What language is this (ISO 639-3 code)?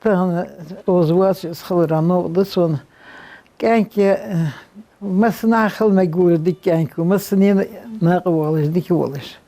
inh